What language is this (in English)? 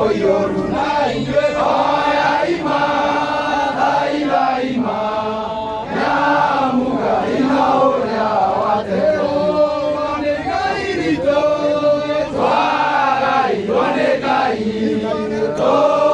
Kikuyu